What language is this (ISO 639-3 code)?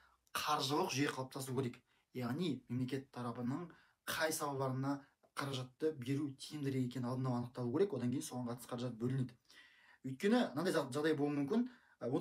kaz